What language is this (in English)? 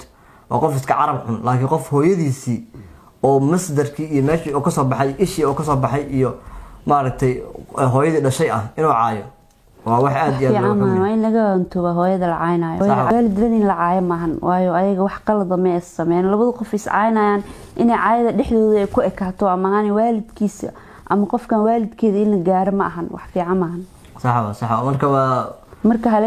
Somali